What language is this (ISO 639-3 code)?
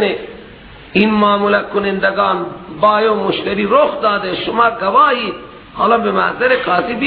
fas